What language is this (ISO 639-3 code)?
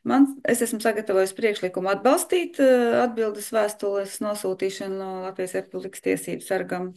lav